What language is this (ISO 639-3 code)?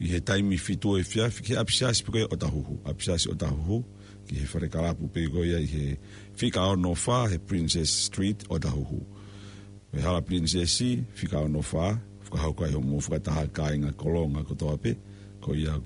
ton